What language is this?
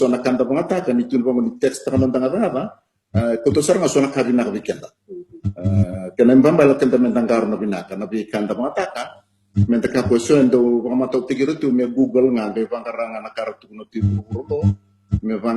Fijian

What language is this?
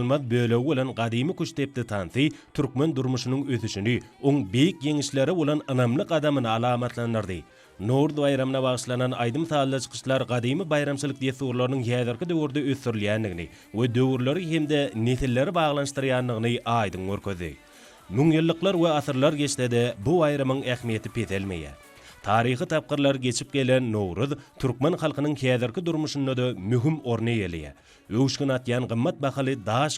Turkmen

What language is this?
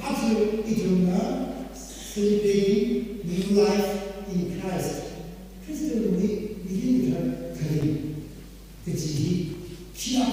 Tangkhul Naga (India)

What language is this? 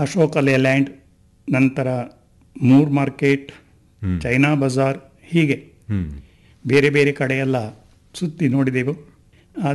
Kannada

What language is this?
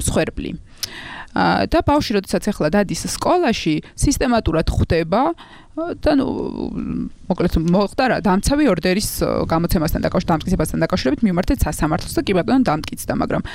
Georgian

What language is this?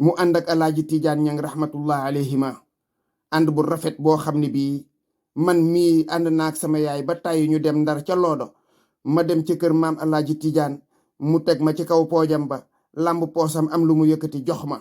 Wolof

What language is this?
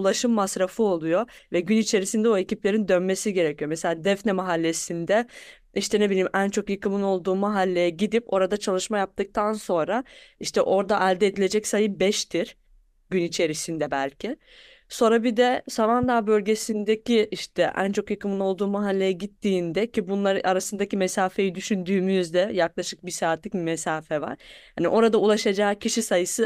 Turkish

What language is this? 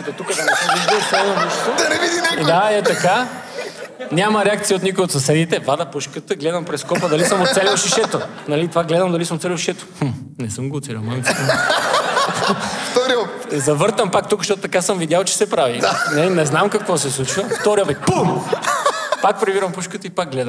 Bulgarian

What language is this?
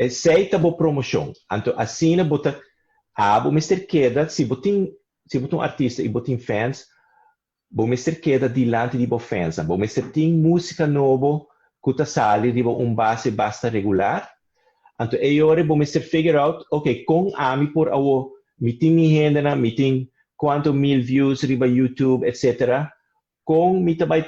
Papiamento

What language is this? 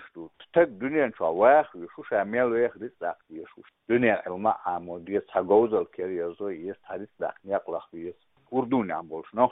Chechen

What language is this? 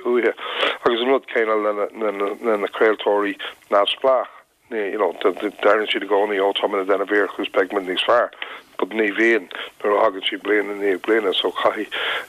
Irish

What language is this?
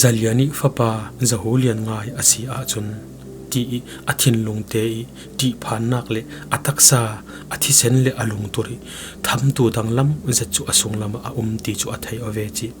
Falam Chin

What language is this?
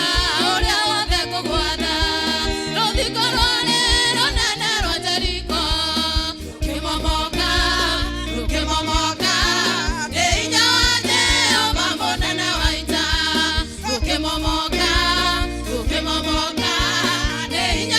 Kikuyu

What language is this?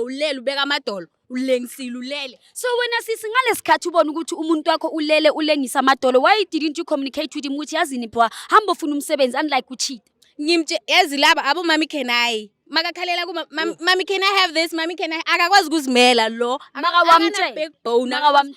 Zulu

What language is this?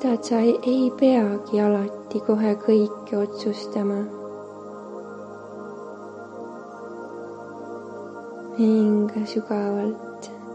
Estonian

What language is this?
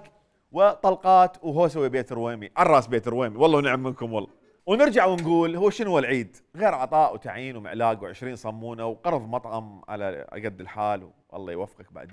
Mesopotamian Arabic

